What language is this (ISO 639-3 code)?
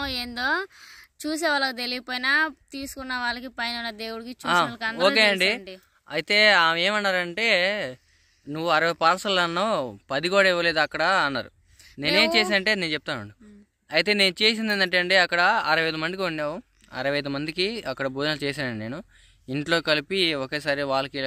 tel